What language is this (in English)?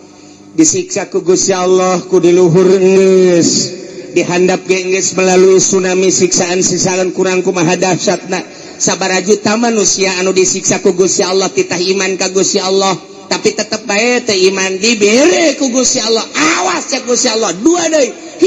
Sundanese